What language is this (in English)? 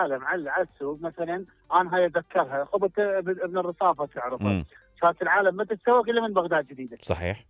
Mesopotamian Arabic